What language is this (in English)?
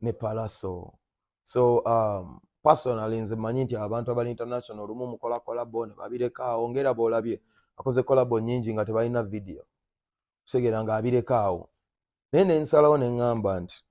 Ganda